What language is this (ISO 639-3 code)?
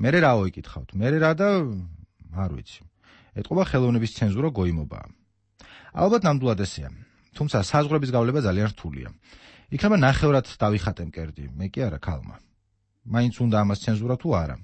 kat